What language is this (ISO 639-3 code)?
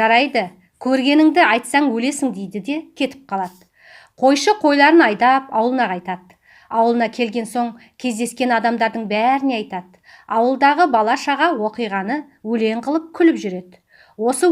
kaz